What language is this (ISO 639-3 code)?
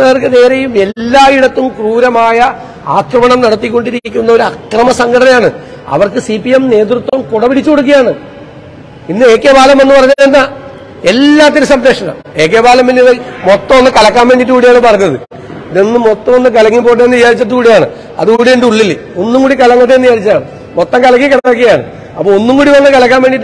mal